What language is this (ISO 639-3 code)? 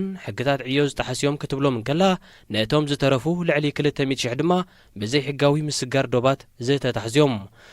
tir